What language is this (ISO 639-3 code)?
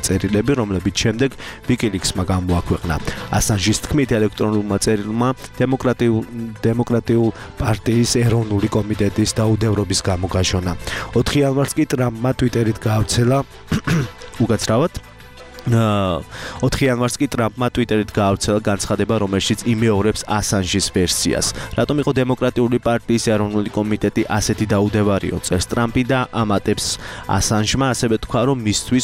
kat